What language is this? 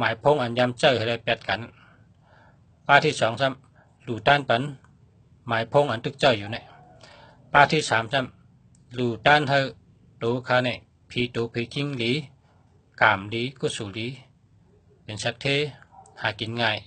Shan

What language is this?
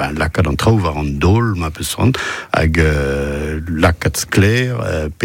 Breton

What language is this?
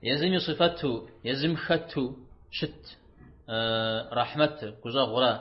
Kabardian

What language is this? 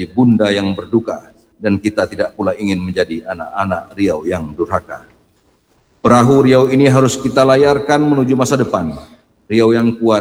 Indonesian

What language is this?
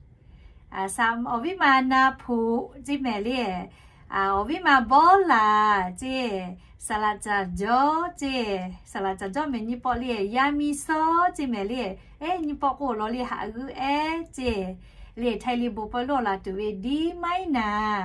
Lahu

